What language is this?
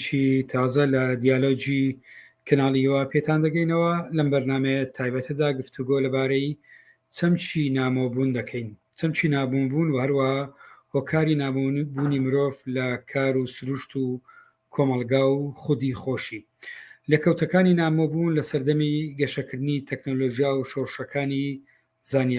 Central Kurdish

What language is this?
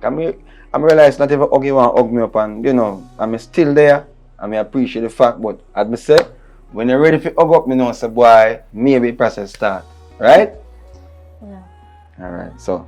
Jamaican Creole English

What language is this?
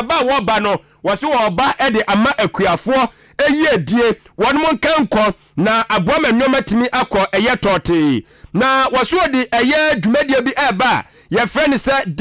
Akan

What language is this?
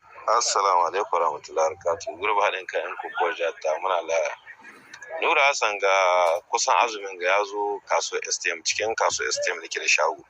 Hausa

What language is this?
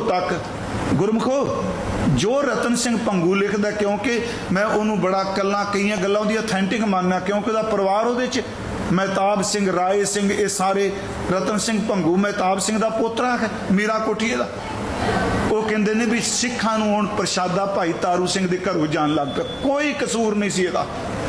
Punjabi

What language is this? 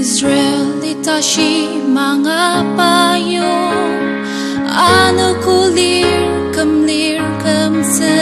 Ao Naga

